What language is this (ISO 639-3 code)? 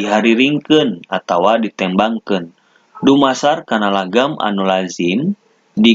sun